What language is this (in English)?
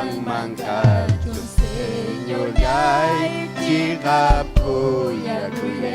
Ayacucho Quechua